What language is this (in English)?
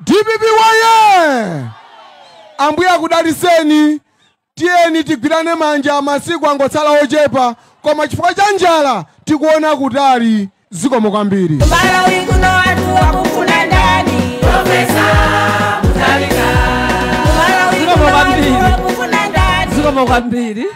Nyanja